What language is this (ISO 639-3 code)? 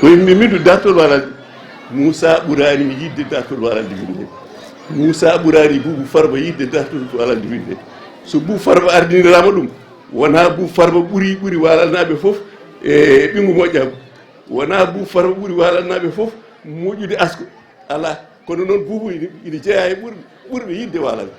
ful